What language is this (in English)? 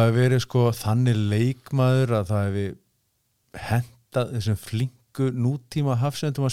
Icelandic